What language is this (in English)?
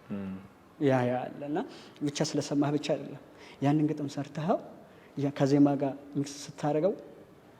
Amharic